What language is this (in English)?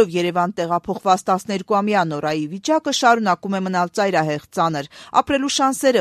Armenian